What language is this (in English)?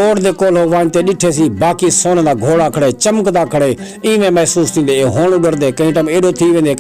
Saraiki